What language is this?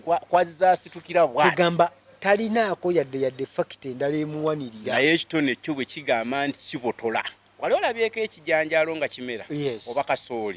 Ganda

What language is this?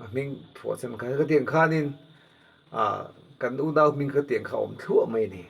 Mizo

